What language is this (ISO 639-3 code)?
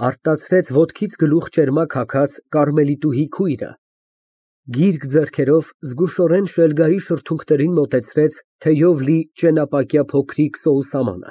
hye